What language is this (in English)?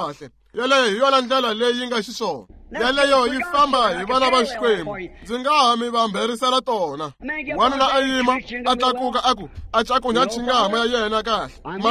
Tsonga